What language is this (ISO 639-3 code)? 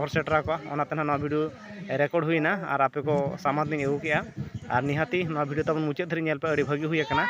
sat